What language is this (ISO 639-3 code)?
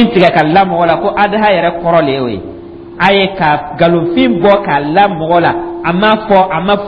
dyu